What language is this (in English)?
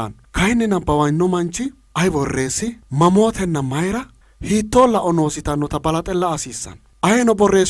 Sidamo